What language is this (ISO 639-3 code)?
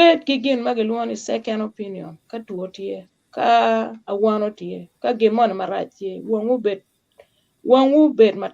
ach